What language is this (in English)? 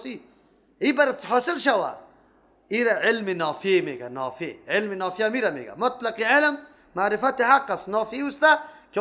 Persian